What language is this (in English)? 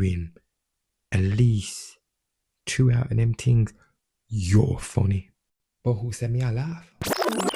Jamaican Creole English